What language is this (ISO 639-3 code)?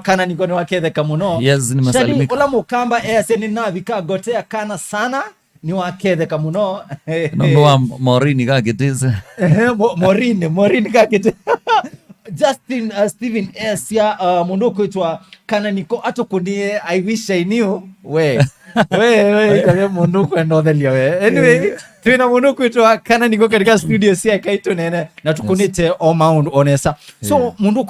kam